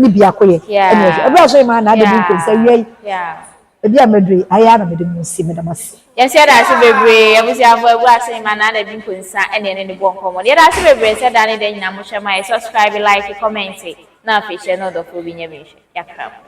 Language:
Akan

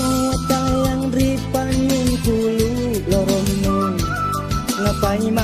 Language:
Makasar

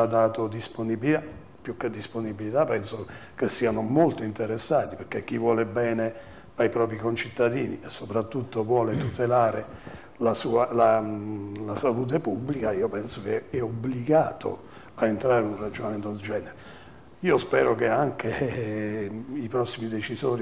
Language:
Italian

